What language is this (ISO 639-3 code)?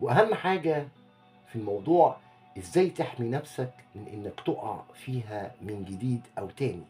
arz